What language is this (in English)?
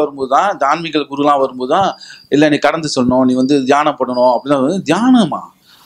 Tamil